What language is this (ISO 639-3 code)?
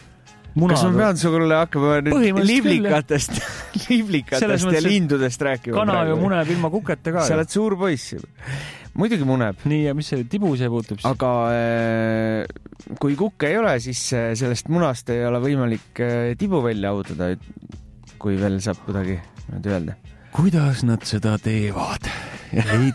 est